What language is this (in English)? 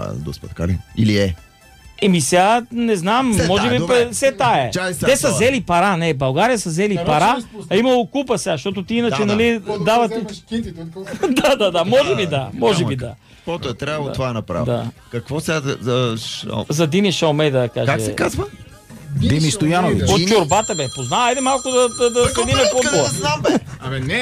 Bulgarian